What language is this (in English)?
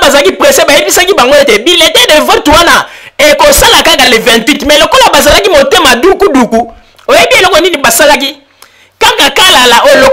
Lingala